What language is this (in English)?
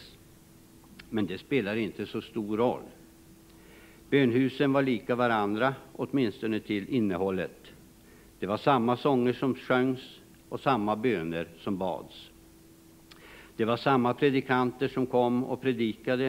Swedish